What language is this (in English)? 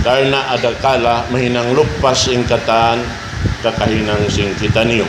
Tausug